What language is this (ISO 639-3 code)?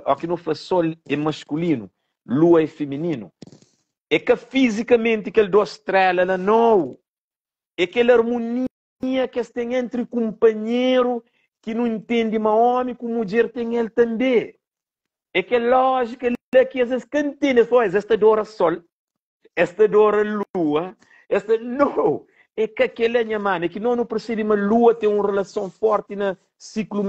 kea